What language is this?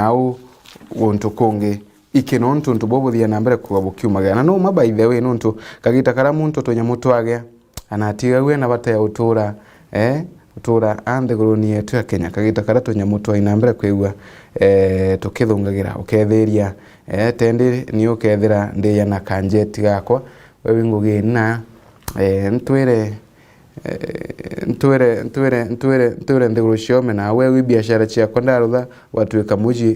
Meru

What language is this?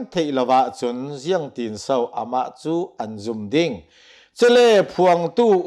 Hakha Chin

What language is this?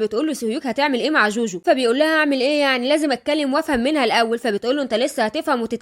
Egyptian Arabic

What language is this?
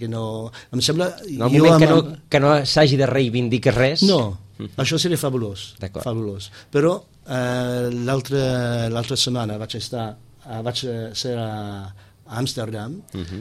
Catalan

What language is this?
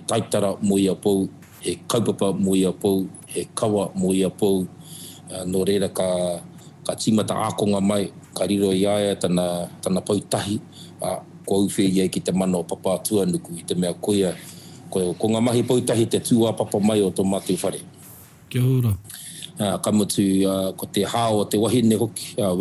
Māori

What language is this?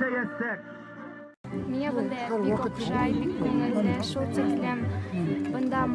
Bashkir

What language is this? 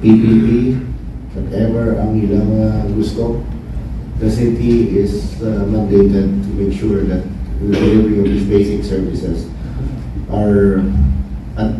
Hiligaynon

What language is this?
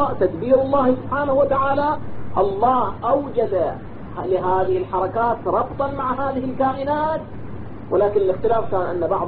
Arabic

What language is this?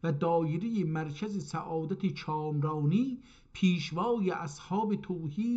South Azerbaijani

